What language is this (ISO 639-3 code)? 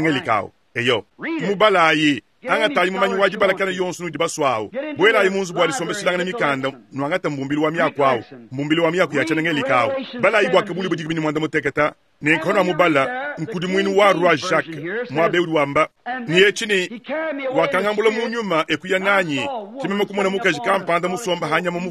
lua